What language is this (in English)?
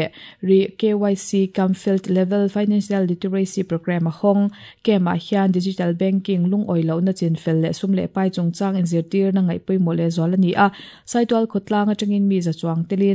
Mizo